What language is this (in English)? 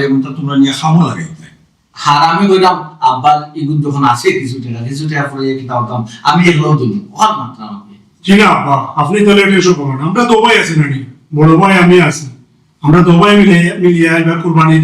Sylheti